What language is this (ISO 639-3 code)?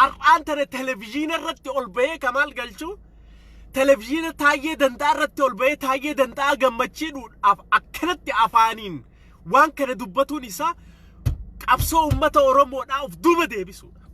orm